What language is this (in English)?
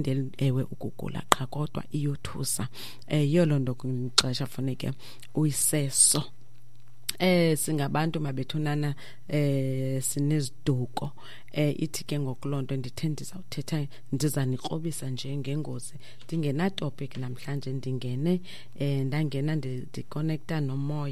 Xhosa